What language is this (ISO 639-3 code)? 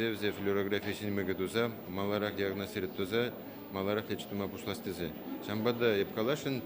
chv